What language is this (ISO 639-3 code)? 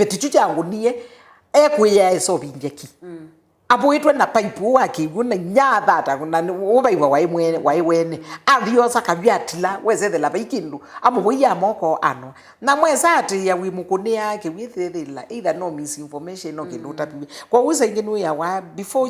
kam